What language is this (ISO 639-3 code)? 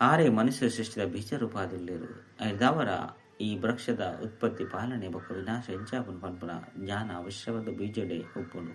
tcy